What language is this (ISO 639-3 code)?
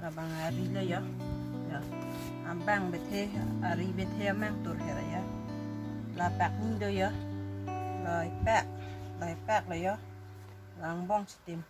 mjw